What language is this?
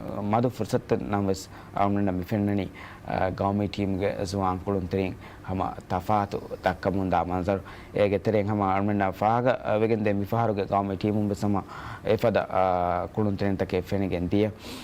Divehi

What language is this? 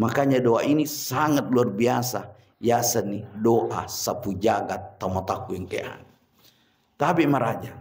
Buginese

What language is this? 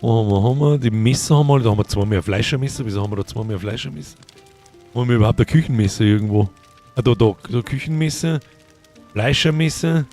Bavarian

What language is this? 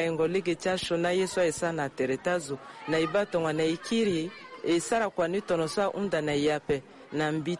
Sango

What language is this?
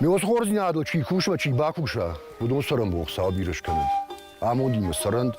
Ossetic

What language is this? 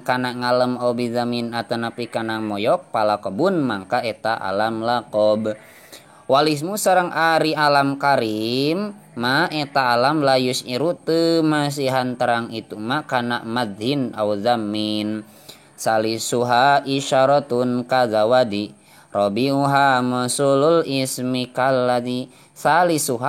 Sundanese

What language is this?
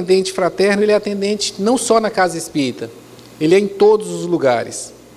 Portuguese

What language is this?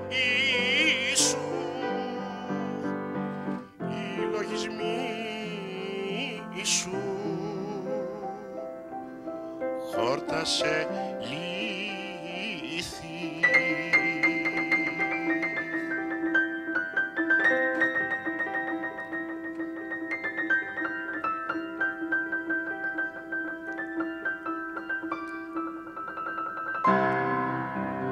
Greek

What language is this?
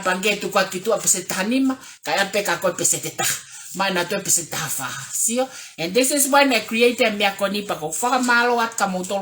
Tongan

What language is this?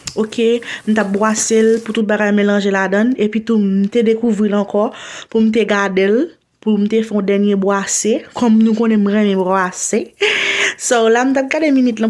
Haitian Creole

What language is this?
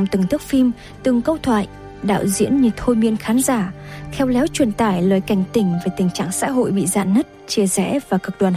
Vietnamese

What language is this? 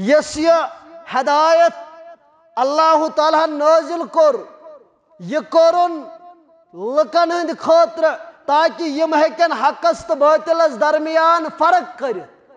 Kashmiri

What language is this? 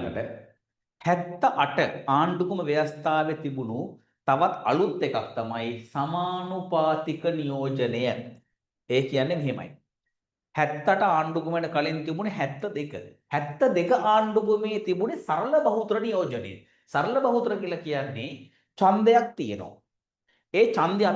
Sinhala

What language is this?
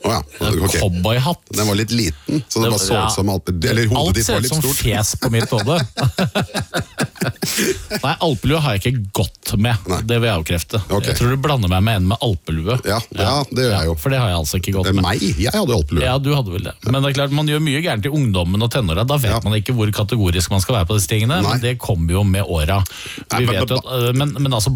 Norwegian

